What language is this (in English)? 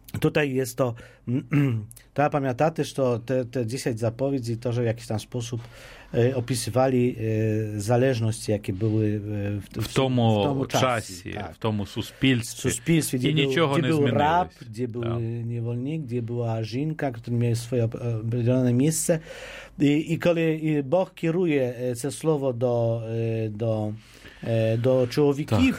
Polish